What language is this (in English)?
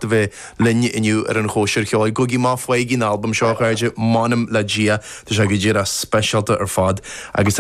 Irish